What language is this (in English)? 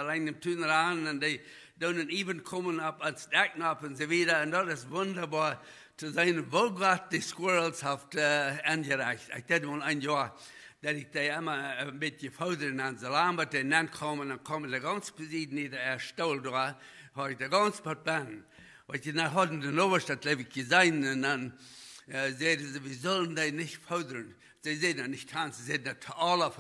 Plautdietsch